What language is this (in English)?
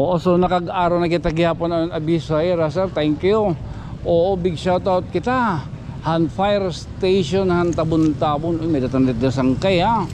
Waray